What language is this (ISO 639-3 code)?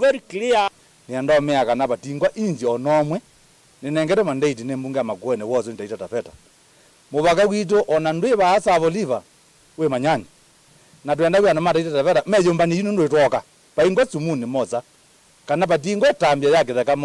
kam